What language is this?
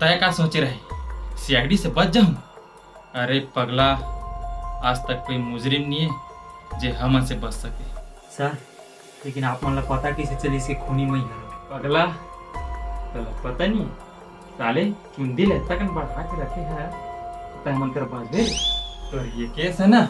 Chhattisgarhi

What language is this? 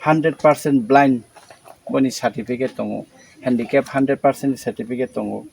Kok Borok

